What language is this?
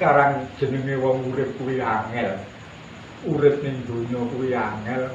Javanese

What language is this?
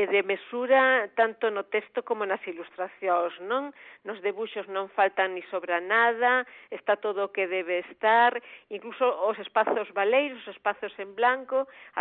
Galician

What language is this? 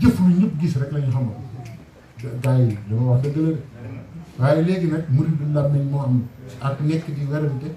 Wolof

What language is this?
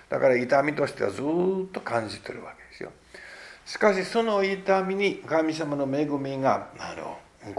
Japanese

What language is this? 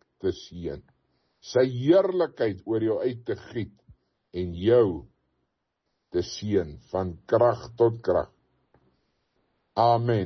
Afrikaans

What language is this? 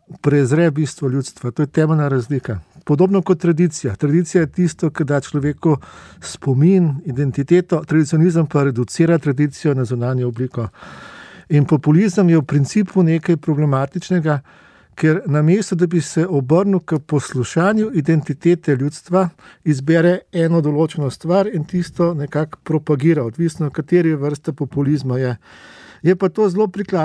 Slovenian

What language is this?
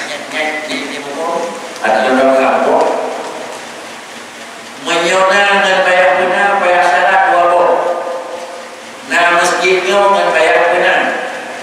Malay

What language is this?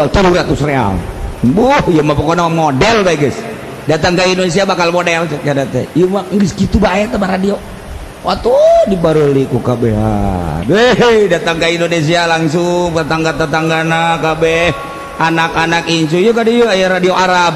Sundanese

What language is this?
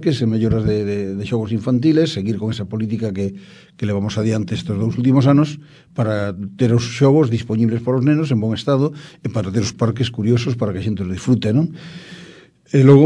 Galician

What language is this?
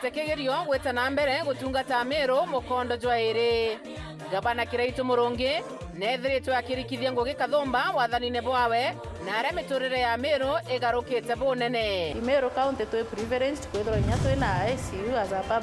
Meru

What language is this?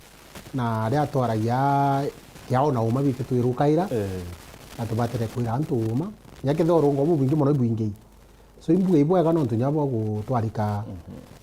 Meru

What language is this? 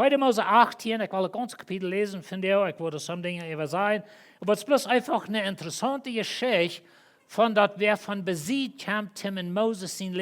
Plautdietsch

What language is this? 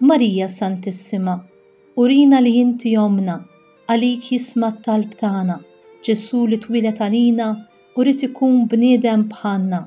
Maltese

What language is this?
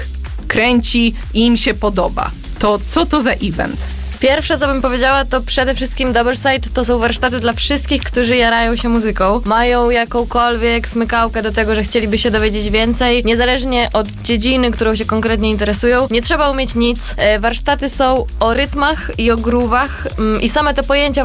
Polish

